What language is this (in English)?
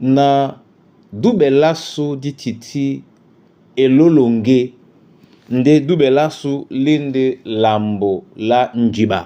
Duala